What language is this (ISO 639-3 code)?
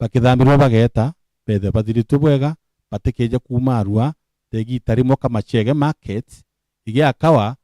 mer